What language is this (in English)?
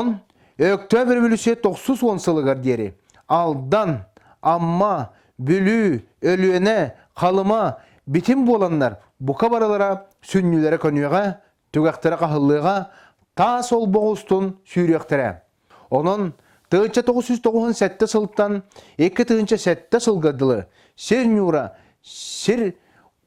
Yakut